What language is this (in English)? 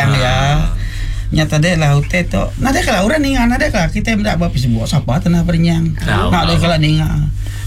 Iban